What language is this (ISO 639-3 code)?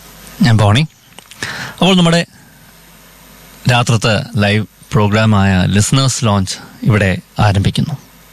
mal